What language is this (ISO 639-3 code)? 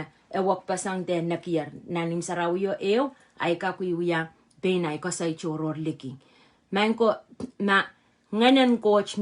pon